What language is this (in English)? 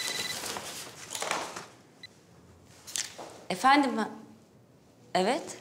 Turkish